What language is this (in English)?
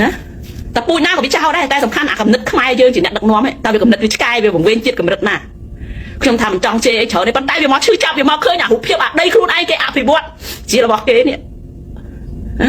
Khmer